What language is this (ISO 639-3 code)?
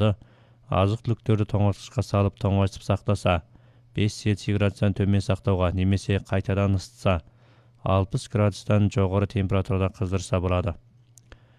kaz